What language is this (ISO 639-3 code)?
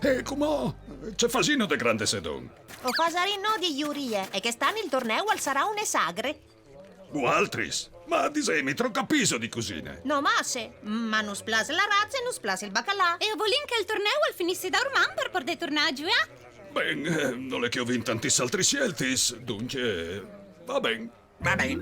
fur